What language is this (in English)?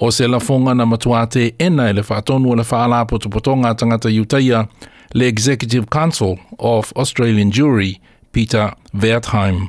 Samoan